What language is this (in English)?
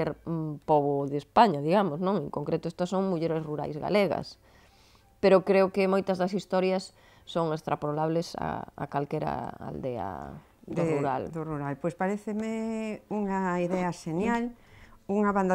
Galician